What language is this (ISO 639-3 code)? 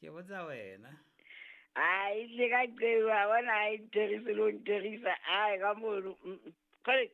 sot